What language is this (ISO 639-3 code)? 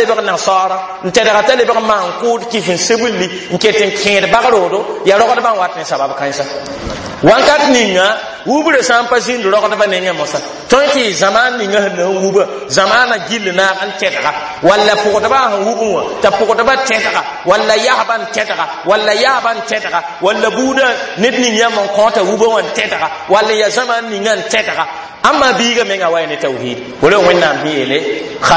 mos